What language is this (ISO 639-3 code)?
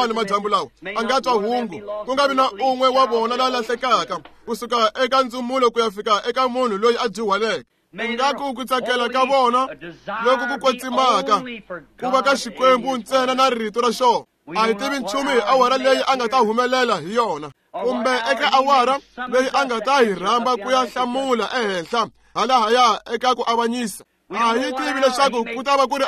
tso